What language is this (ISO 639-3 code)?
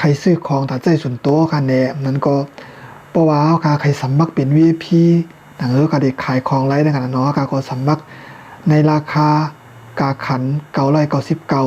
shn